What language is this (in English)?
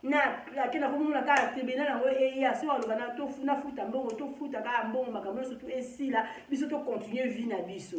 Lingala